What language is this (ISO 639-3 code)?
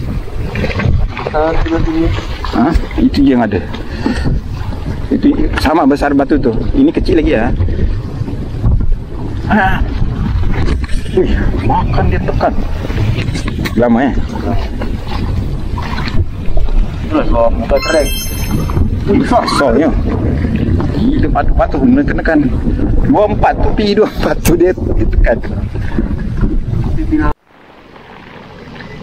msa